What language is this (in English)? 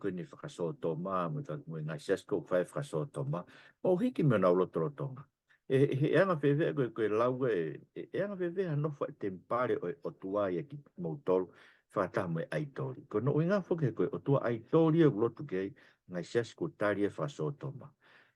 Tongan